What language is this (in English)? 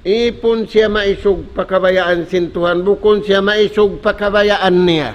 Tausug